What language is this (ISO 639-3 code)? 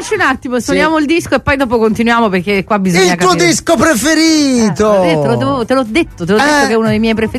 ita